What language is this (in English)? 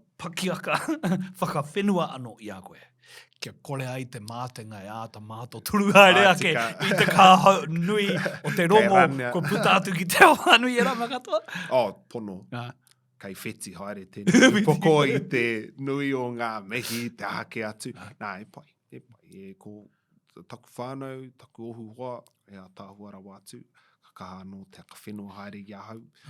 Māori